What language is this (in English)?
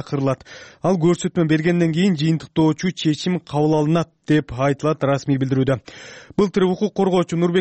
Kyrgyz